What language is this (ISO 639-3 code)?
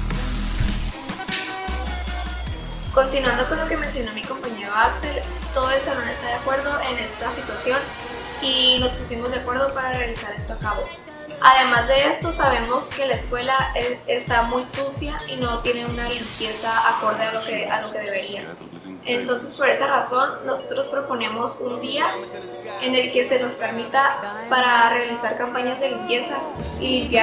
spa